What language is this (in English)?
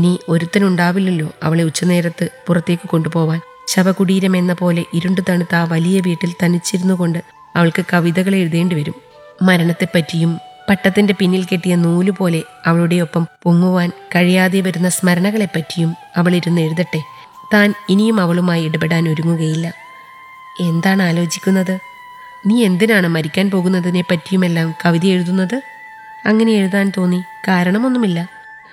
Malayalam